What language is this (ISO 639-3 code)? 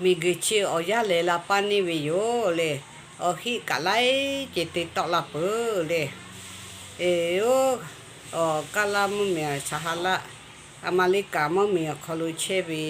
lhu